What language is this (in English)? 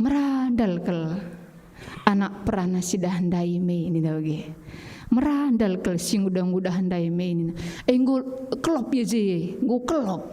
Batak Karo